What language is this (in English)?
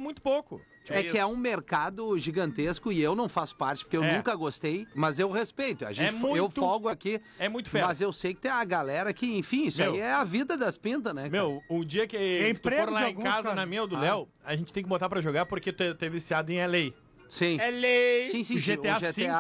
Portuguese